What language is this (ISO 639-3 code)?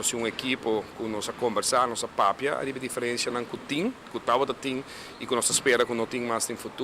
pap